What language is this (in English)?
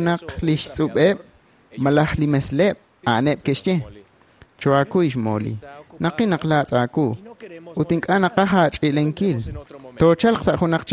Kekchí